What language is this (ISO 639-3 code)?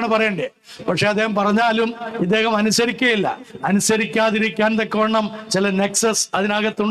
mal